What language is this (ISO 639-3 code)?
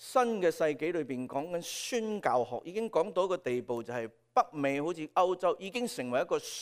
yue